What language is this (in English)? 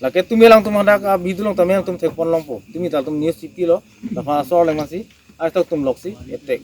Karbi